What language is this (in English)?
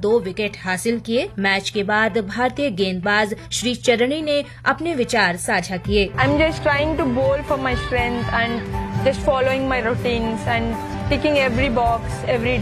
Hindi